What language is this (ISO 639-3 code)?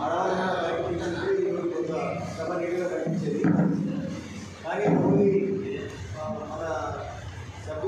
tel